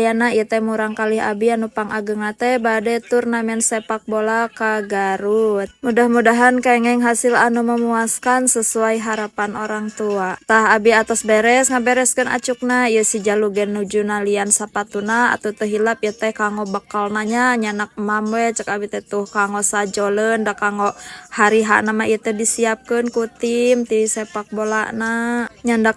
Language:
Sundanese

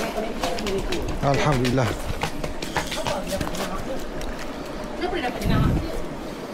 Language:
Malay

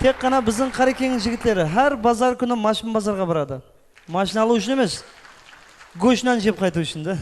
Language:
Kara-Kalpak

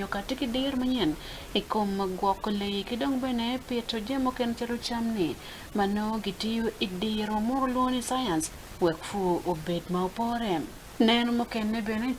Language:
Acoli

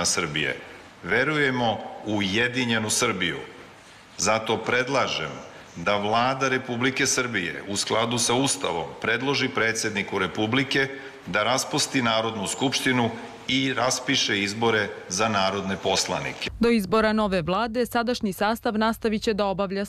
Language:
Serbian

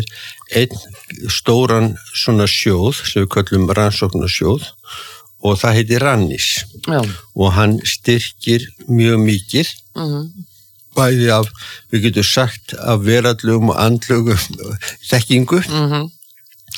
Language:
Icelandic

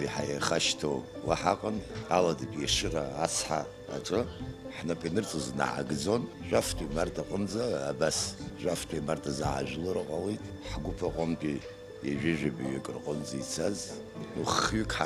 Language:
Abkhazian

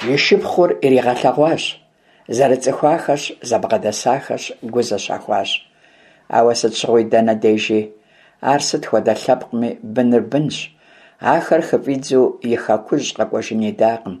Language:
Kabardian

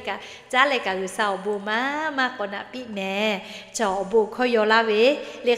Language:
Lahu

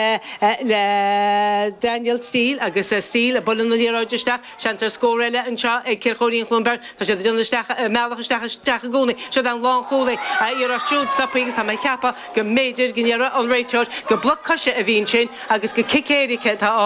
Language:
Irish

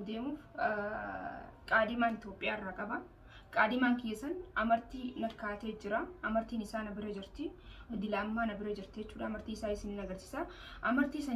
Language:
Oromo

